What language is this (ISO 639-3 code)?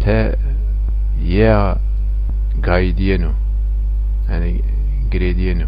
zza